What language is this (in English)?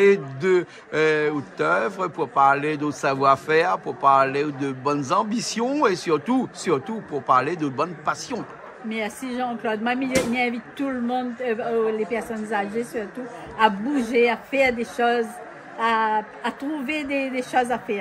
Réunion Creole French